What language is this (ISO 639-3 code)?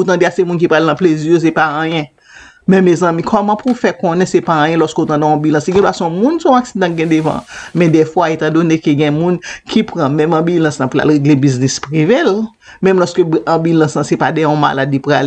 hat